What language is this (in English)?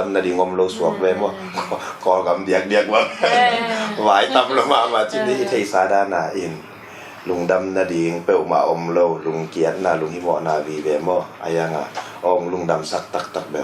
Tedim Chin